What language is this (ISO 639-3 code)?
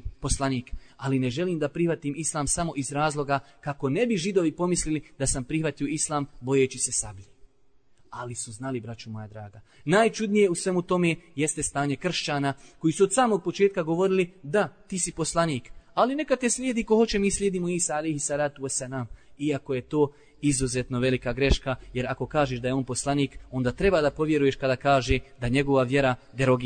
bos